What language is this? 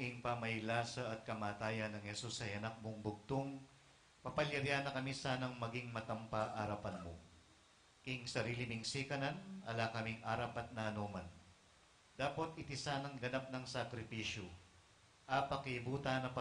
Pampanga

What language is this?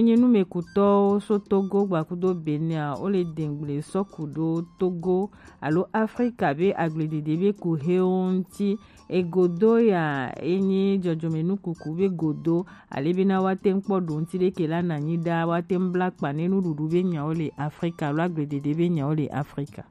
Gen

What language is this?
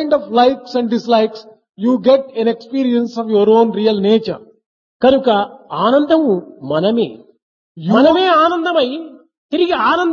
Telugu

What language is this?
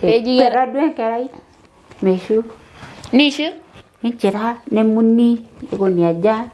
Masai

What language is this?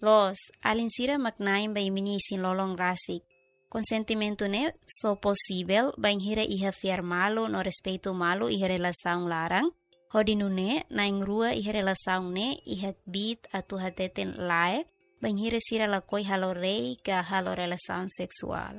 Tetum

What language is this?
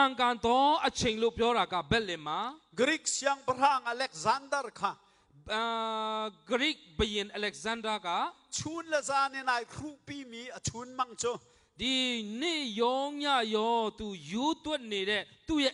Hakha Chin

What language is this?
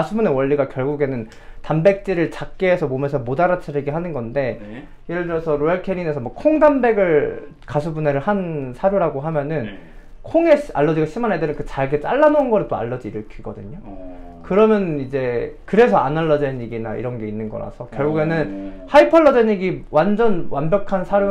Korean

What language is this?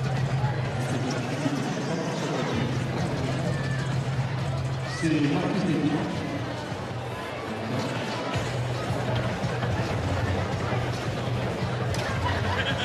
French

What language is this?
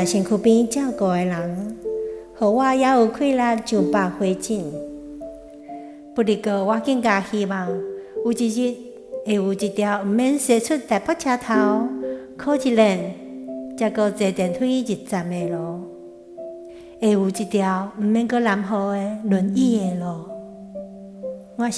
Min Nan Chinese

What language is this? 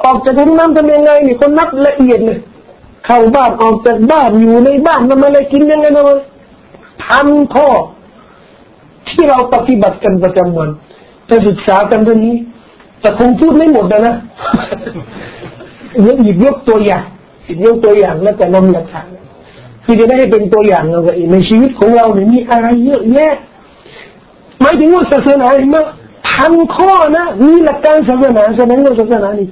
Thai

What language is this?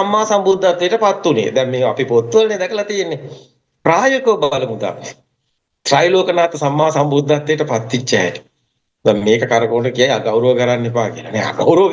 Sinhala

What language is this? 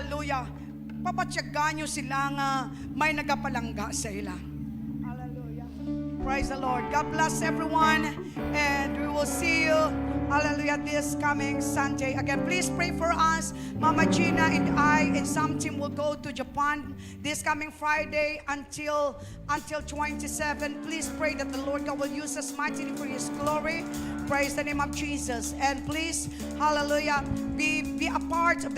Hiligaynon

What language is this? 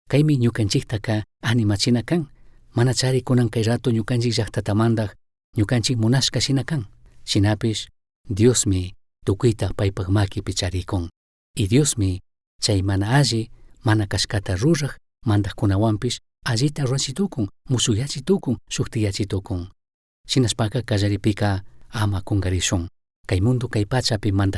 Chimborazo Highland Quichua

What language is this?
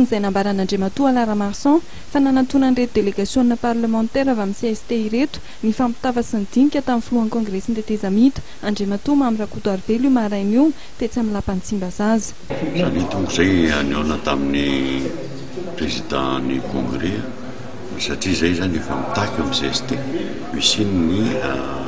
Malagasy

